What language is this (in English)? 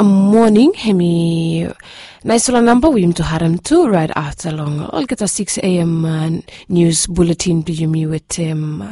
Bislama